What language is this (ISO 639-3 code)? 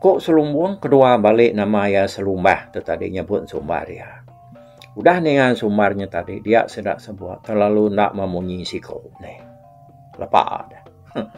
iba